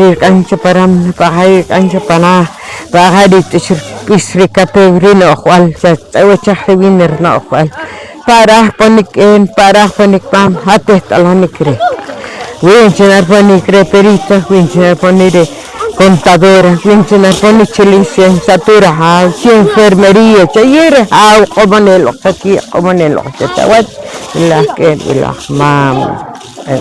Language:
Poqomchi'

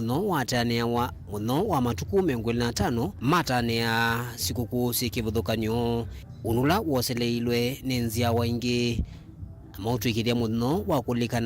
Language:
Kamba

